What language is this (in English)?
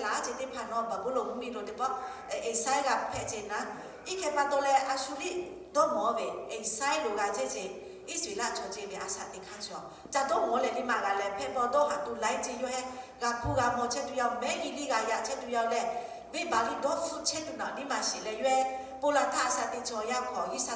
Lahu